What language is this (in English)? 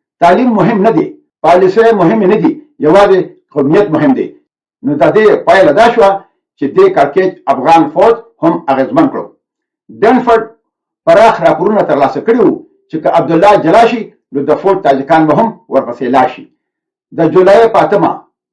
Pashto